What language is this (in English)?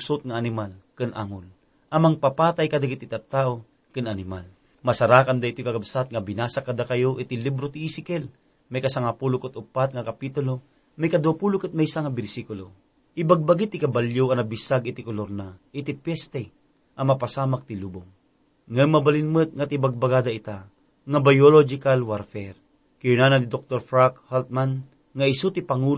Iloko